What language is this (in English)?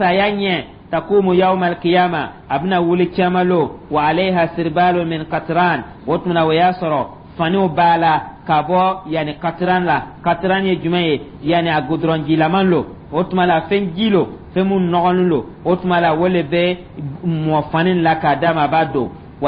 Dyula